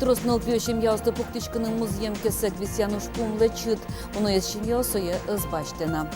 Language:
Udmurt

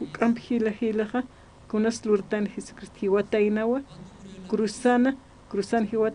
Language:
Aymara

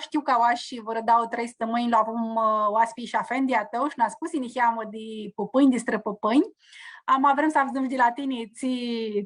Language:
Aromanian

